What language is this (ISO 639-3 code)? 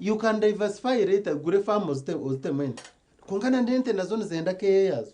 nyn